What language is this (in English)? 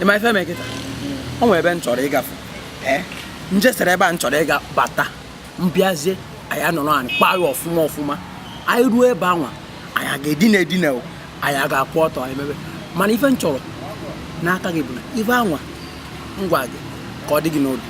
Igbo